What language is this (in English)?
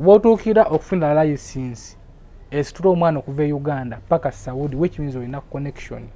Ganda